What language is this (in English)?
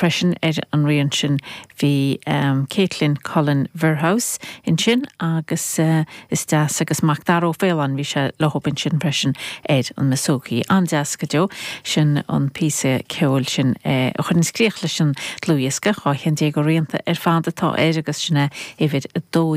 Irish